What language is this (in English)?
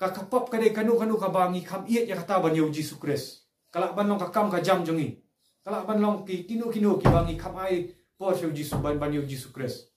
Khasi